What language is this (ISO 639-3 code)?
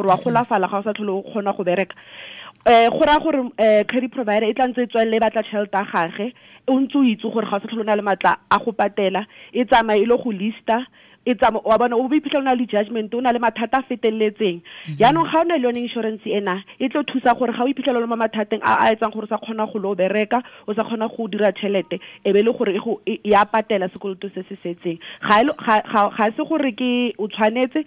tsn